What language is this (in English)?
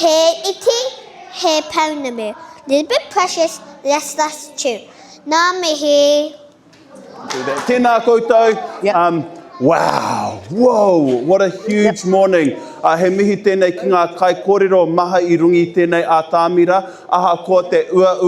Māori